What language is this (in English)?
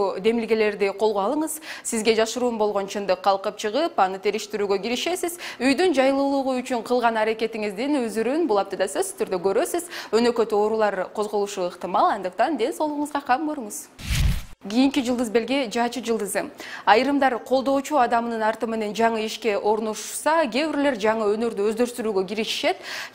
Kyrgyz